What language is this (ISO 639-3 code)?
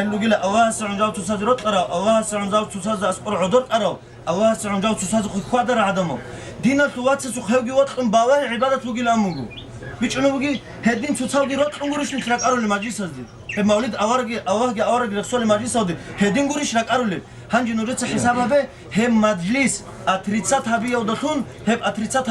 ava